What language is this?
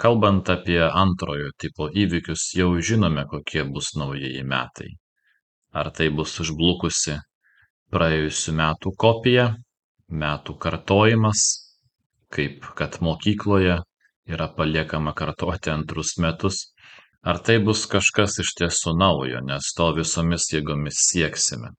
Lithuanian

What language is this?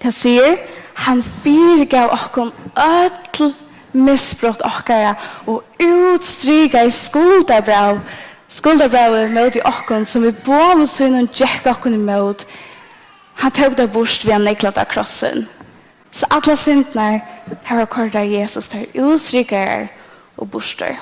Faroese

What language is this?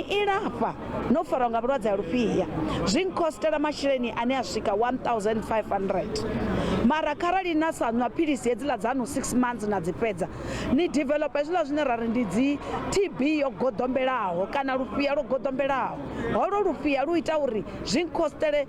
Venda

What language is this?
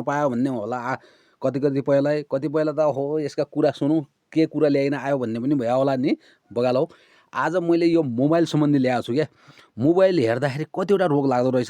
Nepali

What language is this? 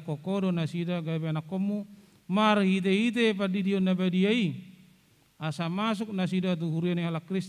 Batak Toba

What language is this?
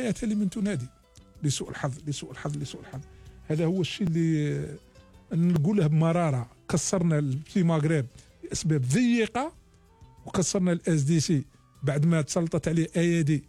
Algerian Arabic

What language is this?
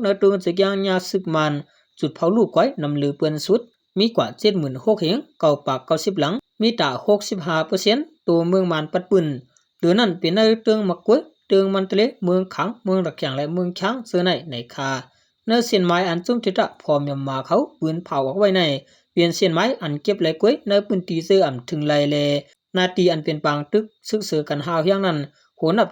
Shan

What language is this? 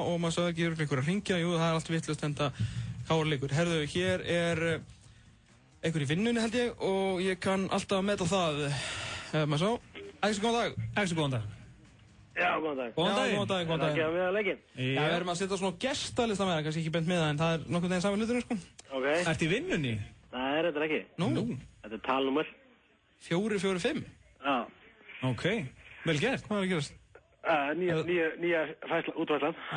Icelandic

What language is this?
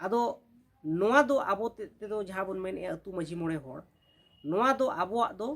Santali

